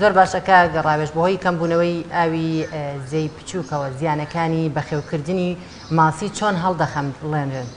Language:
Central Kurdish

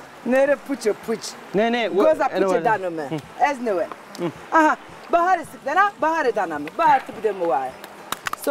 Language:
Zaza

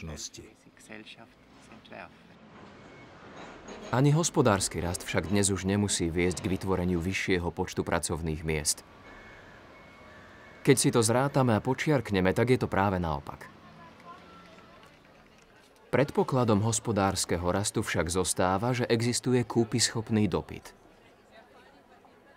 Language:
Slovak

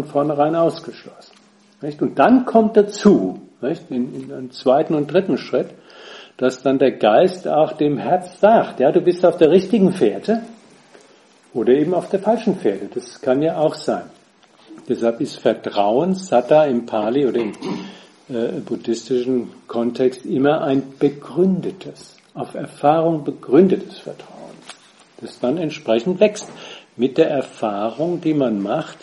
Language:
German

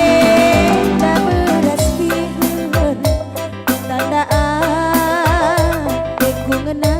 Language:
Batak Karo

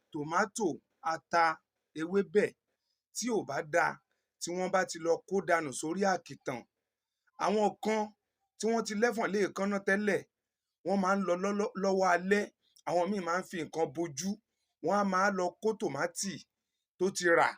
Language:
Yoruba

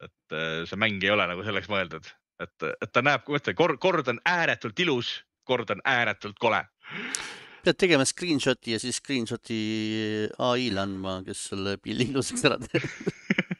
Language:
Estonian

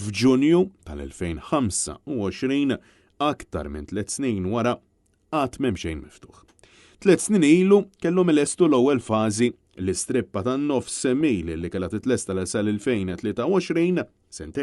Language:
Maltese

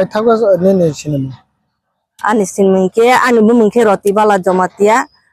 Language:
Kok Borok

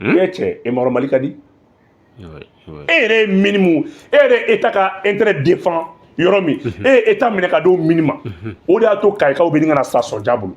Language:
Bambara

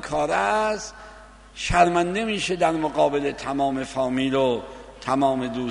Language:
Persian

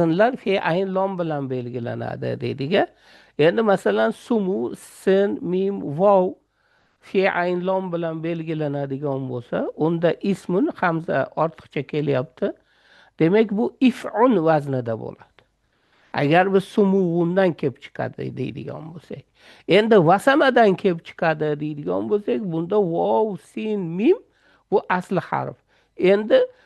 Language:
Uzbek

